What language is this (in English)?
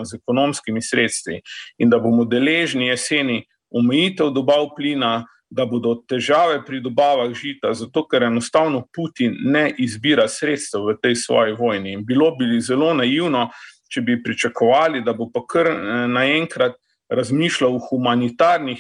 Slovenian